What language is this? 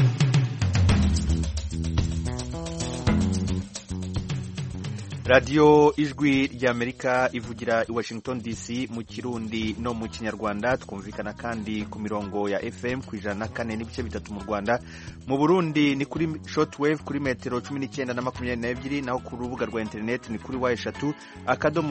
Kinyarwanda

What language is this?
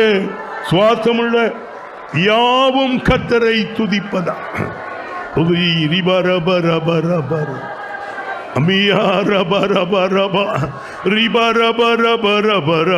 Tamil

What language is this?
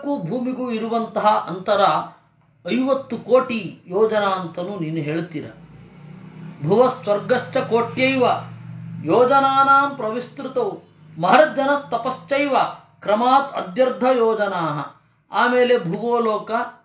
Kannada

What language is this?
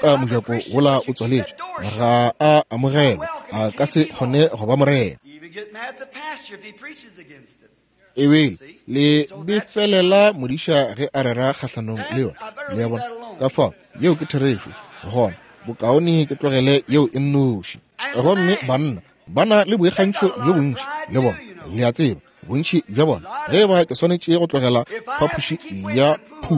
Northern Sotho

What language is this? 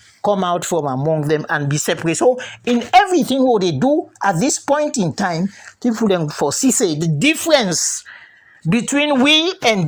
Krio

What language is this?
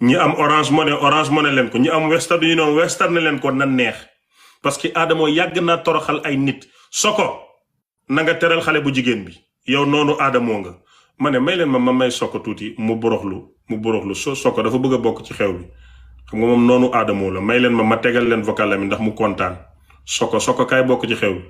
Wolof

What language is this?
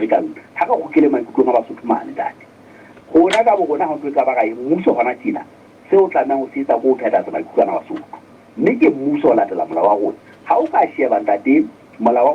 Southern Sotho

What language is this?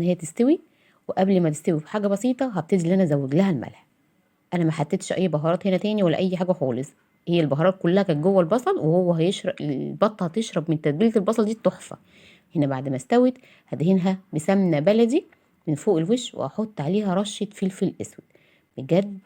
Egyptian Arabic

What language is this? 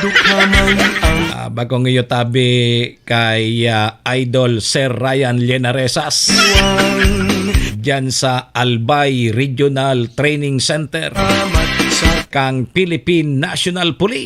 Bikol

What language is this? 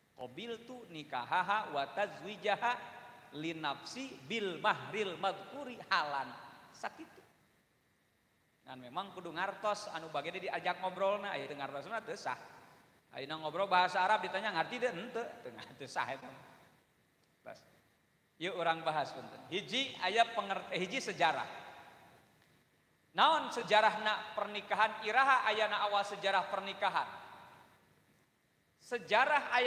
Sundanese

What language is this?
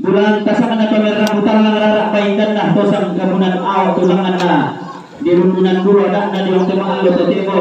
Toraja-Sa'dan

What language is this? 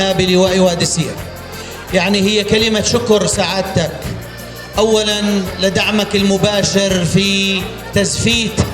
North Levantine Arabic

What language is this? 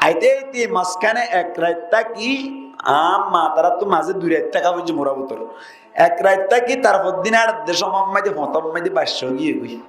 Rohingya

